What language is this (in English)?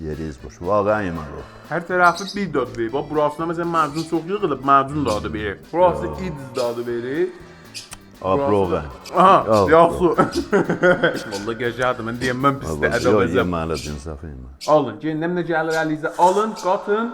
South Azerbaijani